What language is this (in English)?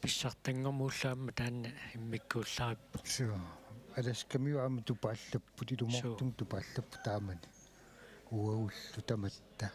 Kalaallisut